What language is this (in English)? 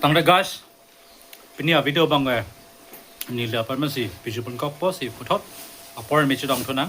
Karbi